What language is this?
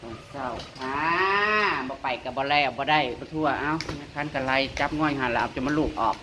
Northeastern Thai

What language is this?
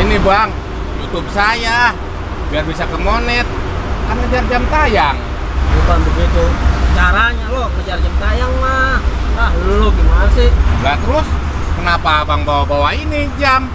Betawi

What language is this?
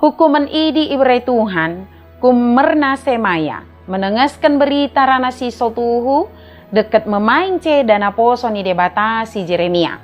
Batak Dairi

